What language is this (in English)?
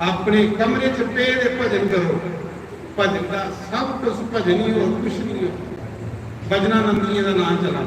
Dogri